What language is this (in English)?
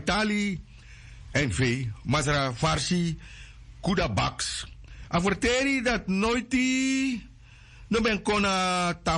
Sranan Tongo